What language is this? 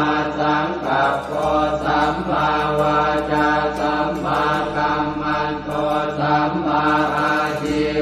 Pali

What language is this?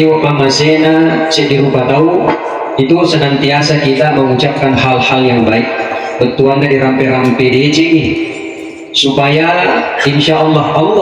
Buginese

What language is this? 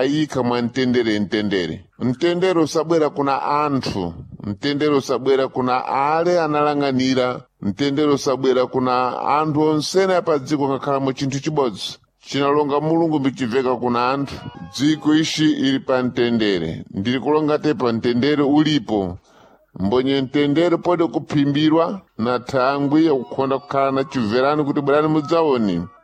Sena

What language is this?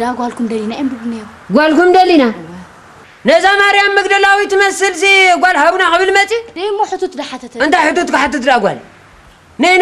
Tigrinya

